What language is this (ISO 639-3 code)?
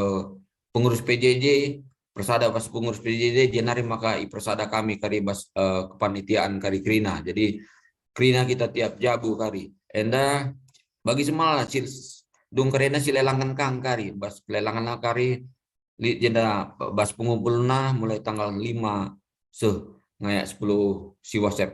btx